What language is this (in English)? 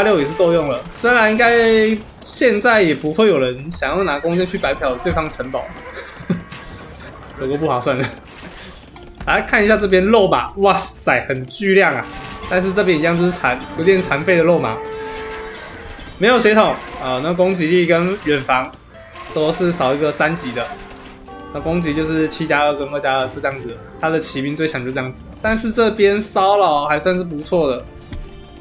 Chinese